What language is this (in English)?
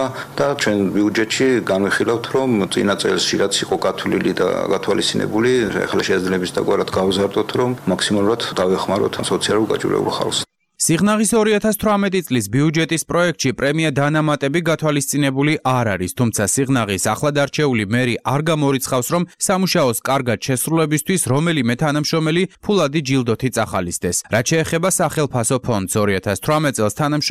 Georgian